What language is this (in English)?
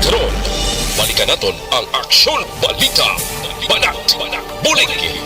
Hiligaynon